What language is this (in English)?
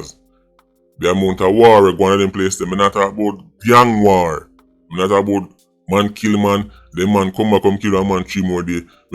Jamaican Creole English